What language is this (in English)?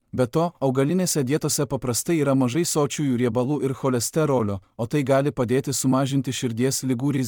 Lithuanian